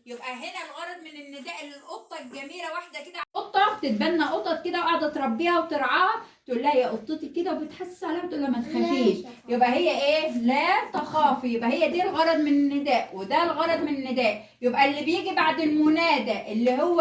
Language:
Egyptian Arabic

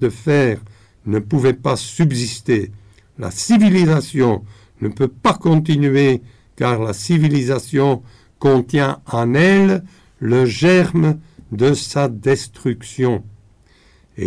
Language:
French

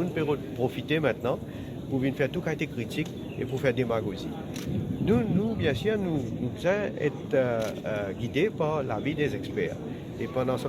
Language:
Morisyen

